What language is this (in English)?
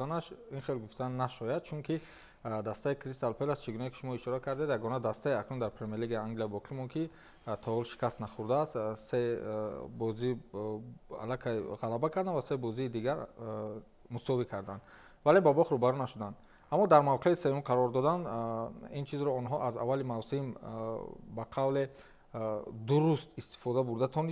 Tajik